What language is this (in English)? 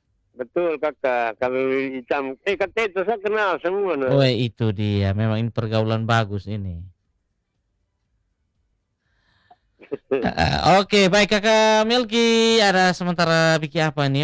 Indonesian